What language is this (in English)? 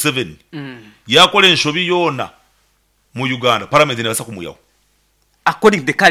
Nyankole